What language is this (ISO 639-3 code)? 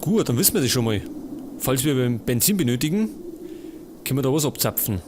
bar